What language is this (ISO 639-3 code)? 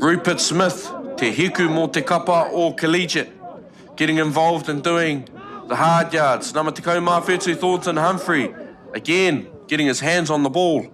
mri